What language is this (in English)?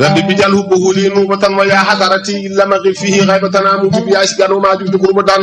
Fula